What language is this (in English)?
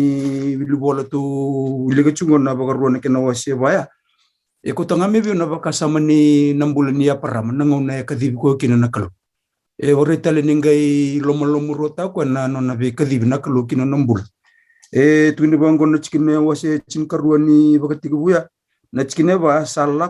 Fijian